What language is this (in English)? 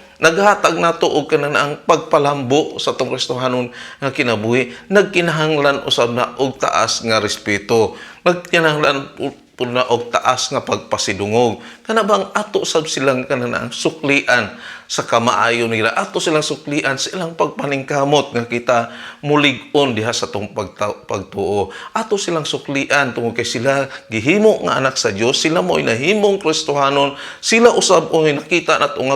Cebuano